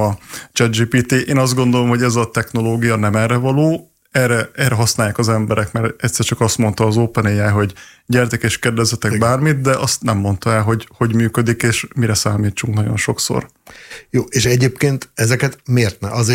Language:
Hungarian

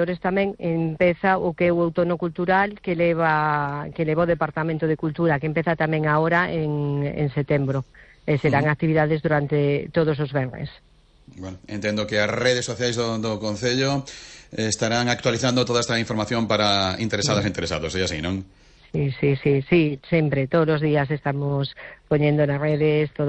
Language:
Galician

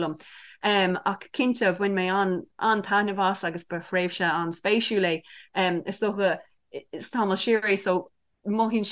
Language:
Irish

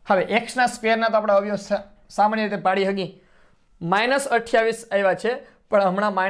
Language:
Gujarati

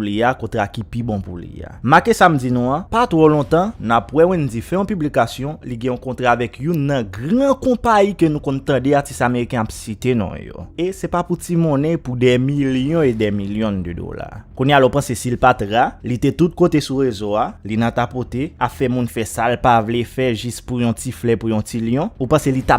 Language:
Haitian Creole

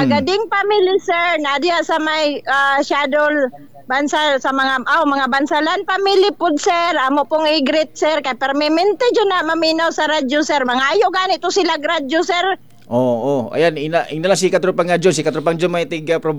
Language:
Cebuano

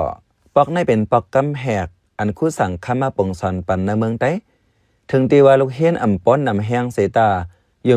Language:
Shan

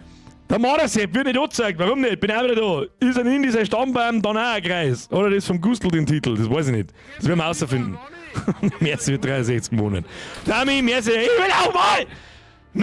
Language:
Bavarian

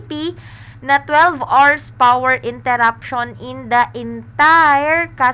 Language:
Bikol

